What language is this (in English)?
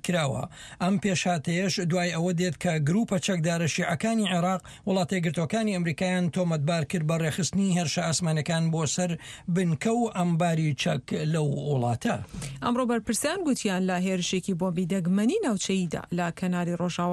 Central Kurdish